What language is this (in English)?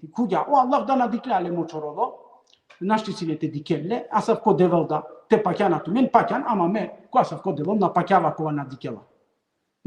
Balkan Romani